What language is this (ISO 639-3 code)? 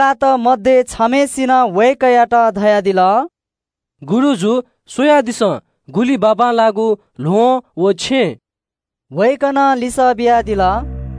new